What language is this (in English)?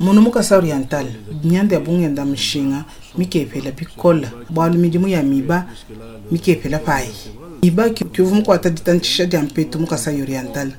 Luba-Lulua